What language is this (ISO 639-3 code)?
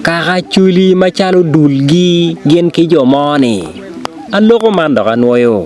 ach